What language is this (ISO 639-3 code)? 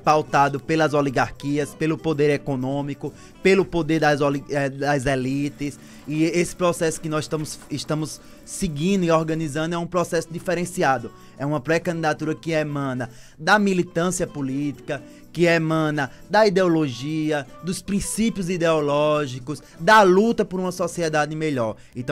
por